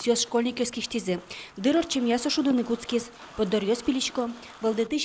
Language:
Udmurt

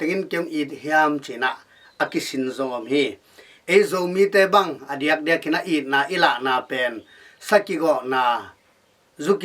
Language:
Tedim Chin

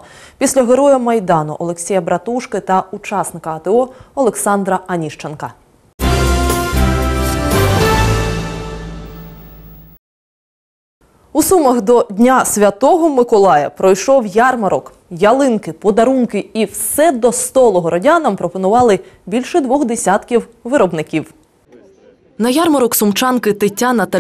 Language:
Ukrainian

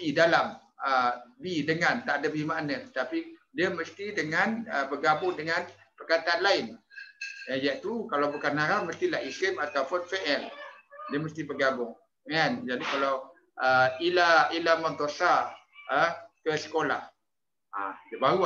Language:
Malay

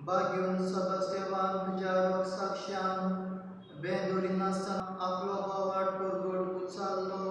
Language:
Konkani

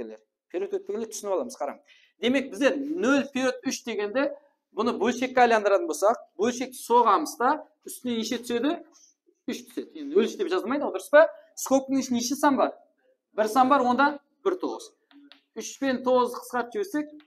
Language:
Kara-Kalpak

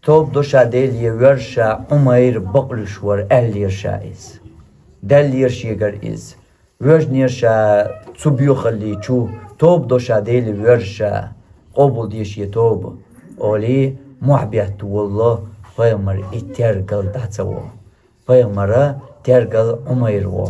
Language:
Chechen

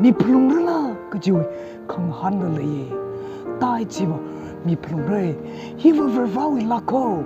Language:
Tangkhul Naga (India)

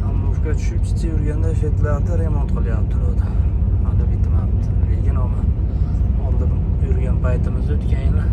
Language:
Uzbek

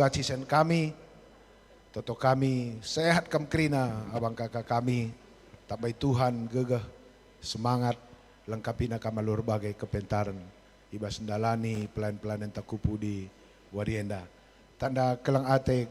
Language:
Batak Karo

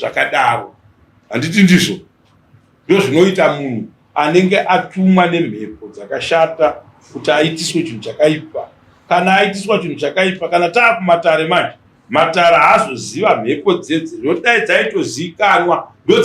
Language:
Shona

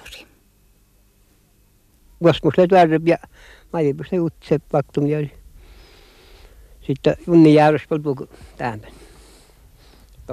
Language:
Finnish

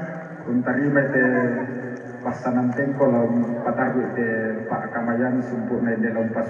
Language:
Toraja-Sa'dan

